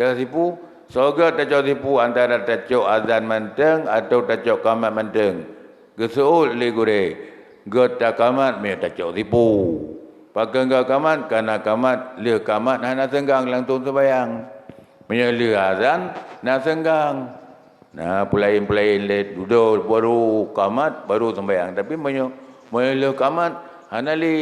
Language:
Achinese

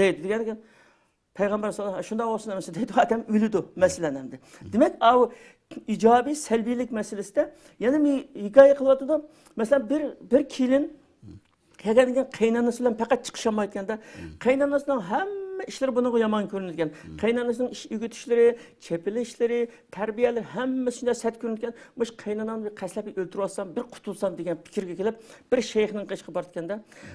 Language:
Uyghur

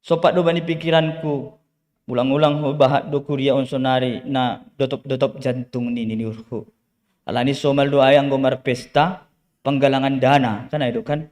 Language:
Batak Simalungun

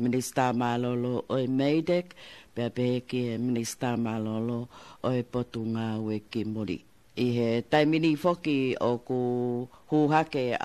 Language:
Tongan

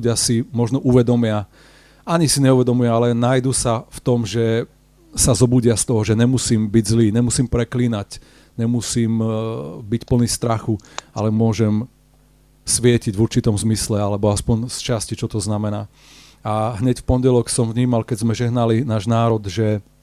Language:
Slovak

